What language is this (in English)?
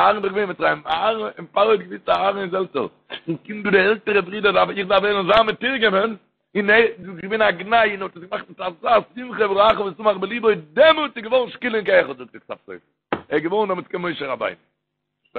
Yiddish